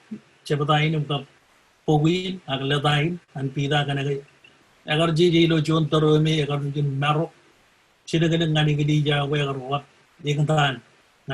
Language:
Marshallese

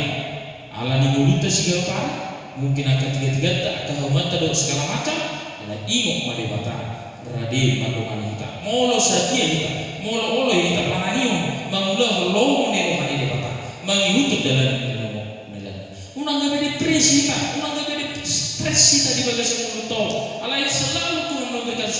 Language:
Batak Toba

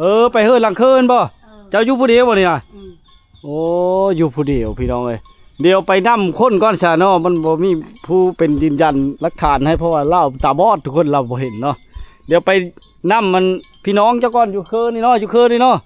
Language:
Lao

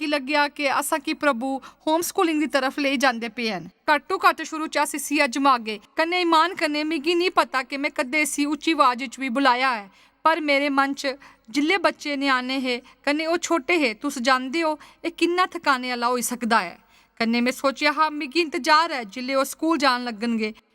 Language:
Dogri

